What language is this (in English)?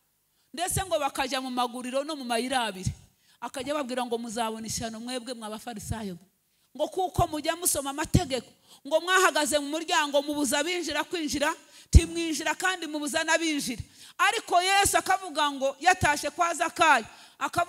Kinyarwanda